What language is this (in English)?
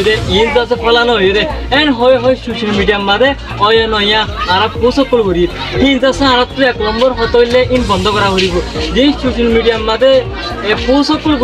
Rohingya